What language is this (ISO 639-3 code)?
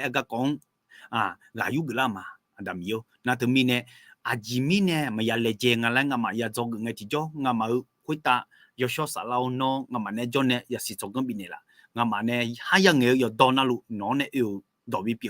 ahk